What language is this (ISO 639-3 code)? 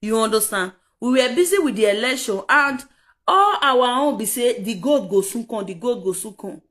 pcm